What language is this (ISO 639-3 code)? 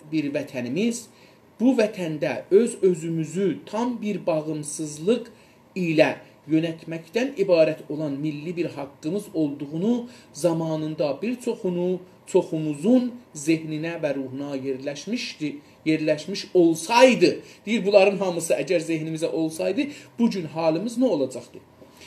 azb